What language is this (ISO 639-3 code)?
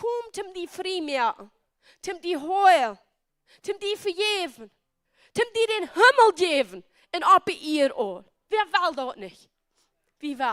pdt